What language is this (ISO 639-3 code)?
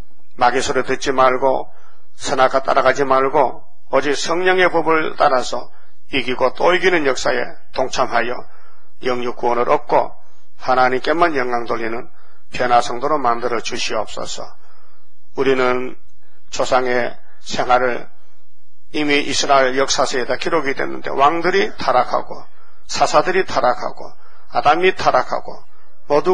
kor